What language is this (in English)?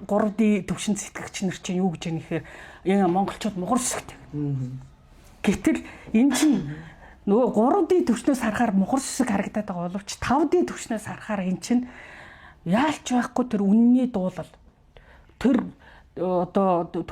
Mongolian